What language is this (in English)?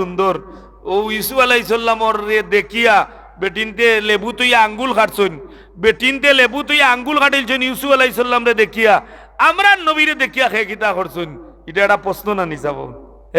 Sylheti